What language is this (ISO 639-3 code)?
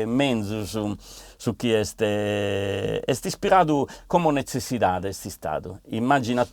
srd